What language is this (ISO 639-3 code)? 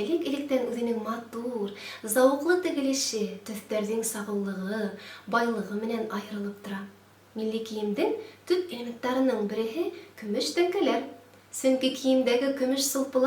bak